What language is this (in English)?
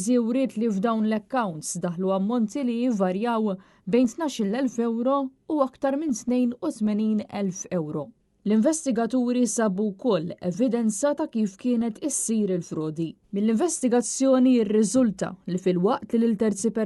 Maltese